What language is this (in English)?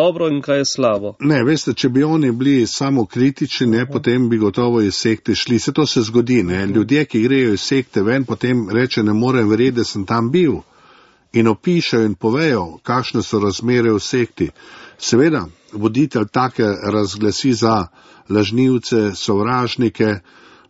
Slovenian